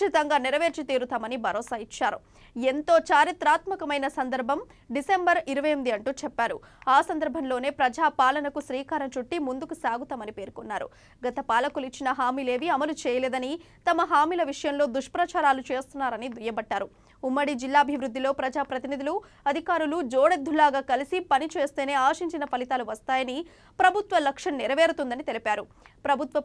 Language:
Telugu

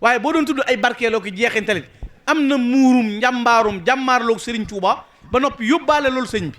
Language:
Wolof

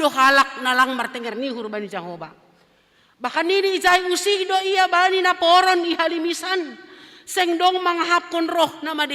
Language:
Batak Simalungun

